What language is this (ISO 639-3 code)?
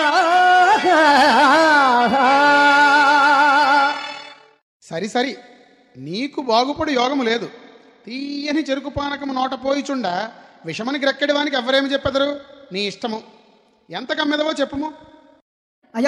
tel